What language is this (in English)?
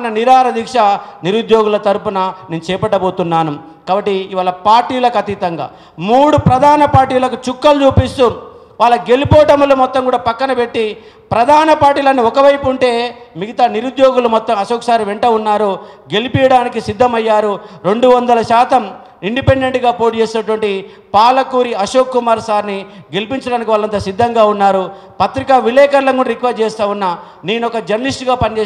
Telugu